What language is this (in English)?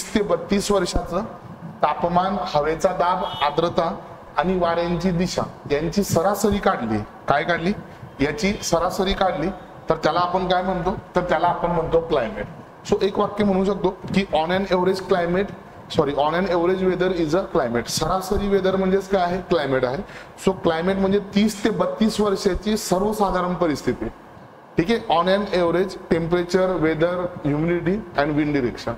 Marathi